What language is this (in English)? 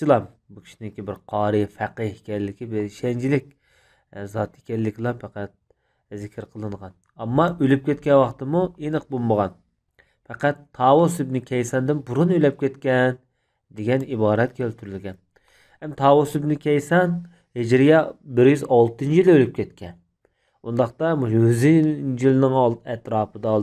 Uyghur